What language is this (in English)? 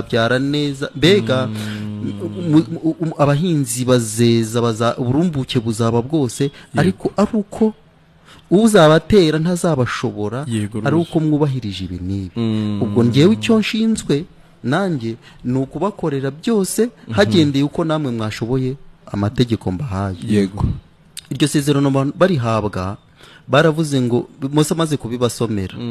Kinyarwanda